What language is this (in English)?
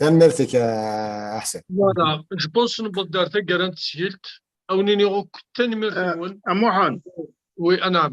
Kabyle